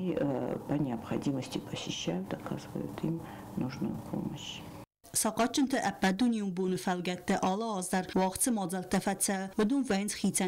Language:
Ossetic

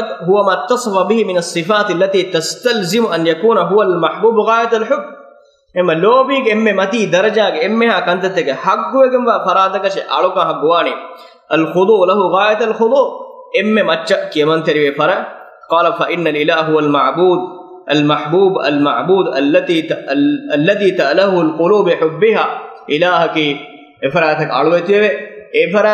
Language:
Divehi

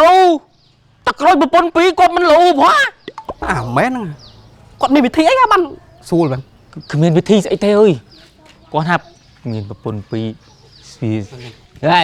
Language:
Khmer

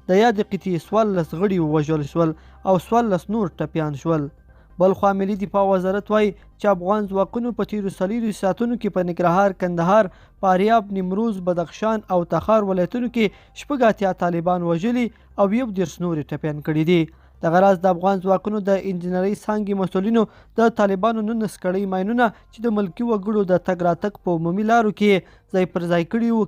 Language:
Pashto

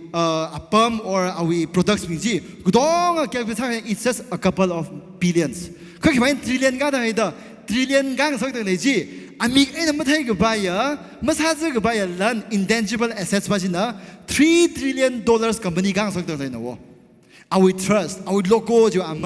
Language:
Tangkhul Naga (India)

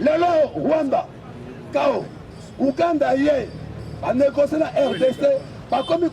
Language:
Lingala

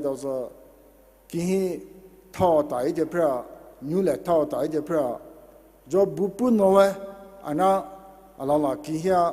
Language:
Poumei Naga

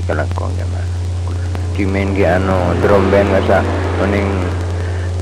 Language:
Madurese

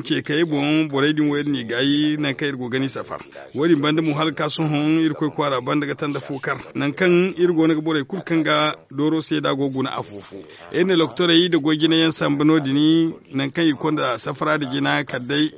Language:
Zarma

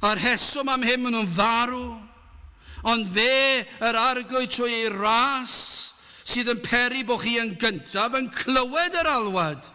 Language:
Welsh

